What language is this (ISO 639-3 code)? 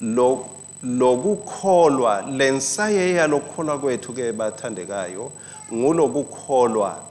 ssw